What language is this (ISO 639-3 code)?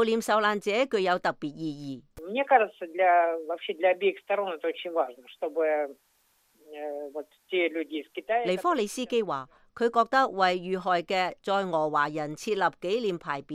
yue